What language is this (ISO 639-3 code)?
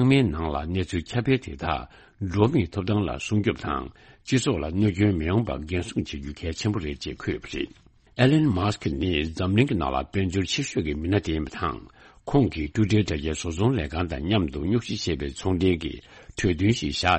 bod